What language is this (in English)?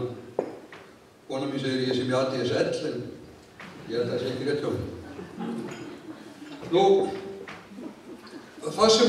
Icelandic